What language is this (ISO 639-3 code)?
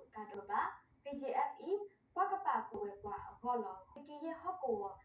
ksw